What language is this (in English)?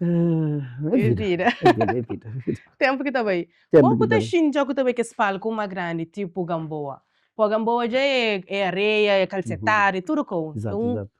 Kabuverdianu